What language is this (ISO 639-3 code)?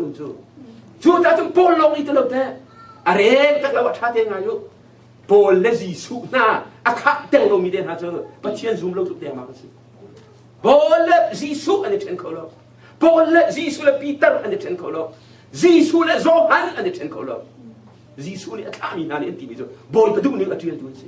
cnh